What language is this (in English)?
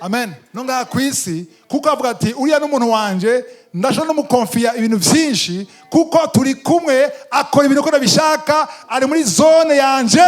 Rundi